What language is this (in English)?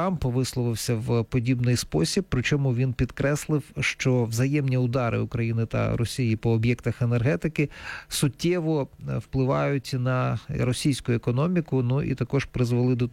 Ukrainian